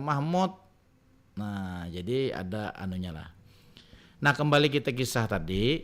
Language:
Banjar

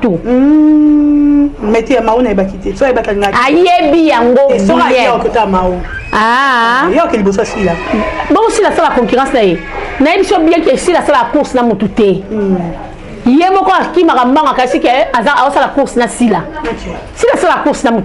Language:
Lingala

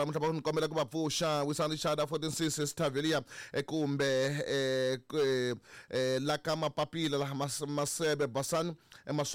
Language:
Tsonga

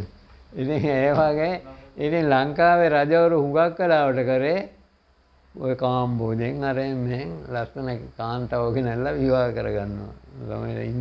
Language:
Sinhala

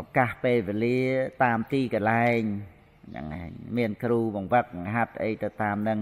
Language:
Khmer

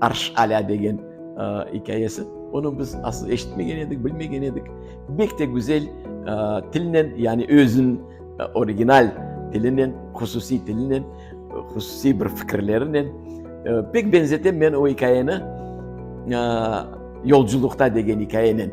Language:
Crimean Tatar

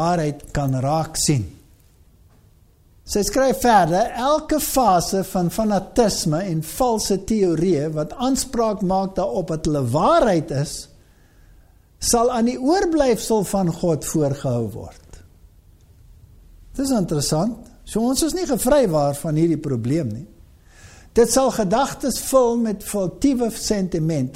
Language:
Afrikaans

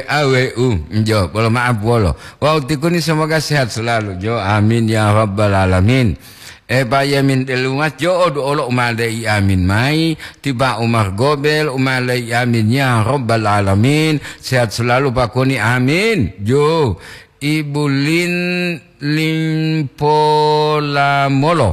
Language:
Gorontalo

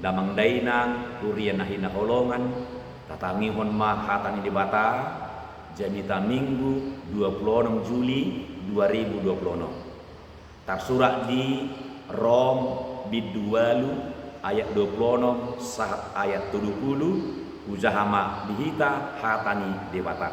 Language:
Batak Toba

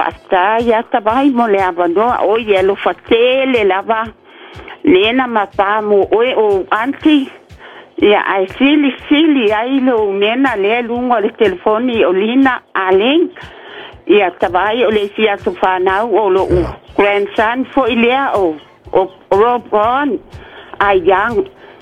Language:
Samoan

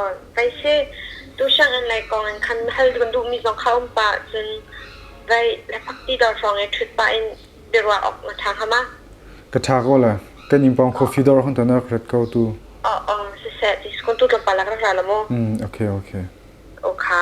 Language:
Hakha Chin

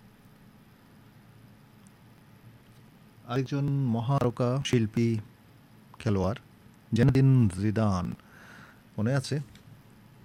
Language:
Bangla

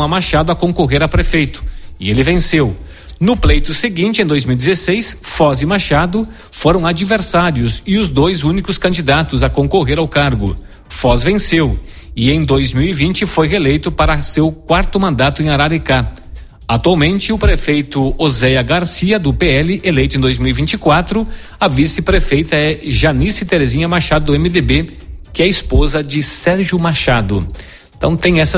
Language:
Portuguese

